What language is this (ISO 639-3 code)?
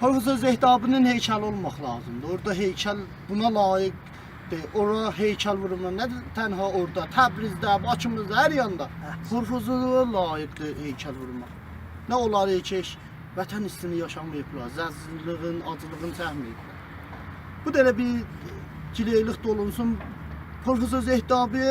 azb